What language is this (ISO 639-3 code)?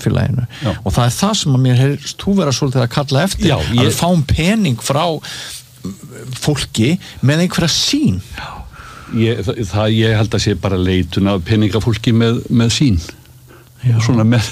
isl